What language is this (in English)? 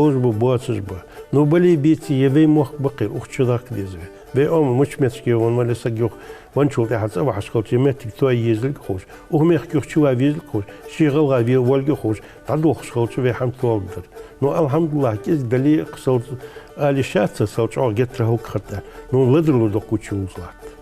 Ingush